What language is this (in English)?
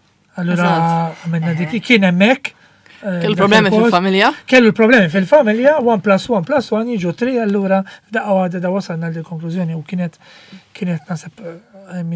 Maltese